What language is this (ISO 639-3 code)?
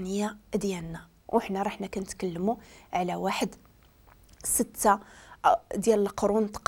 ary